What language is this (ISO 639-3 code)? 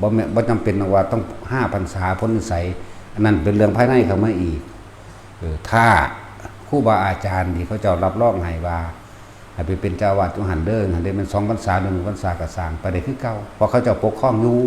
tts